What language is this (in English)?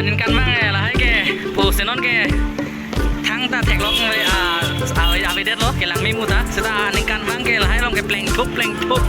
Karbi